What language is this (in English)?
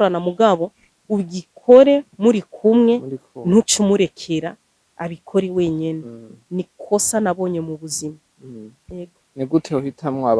Rundi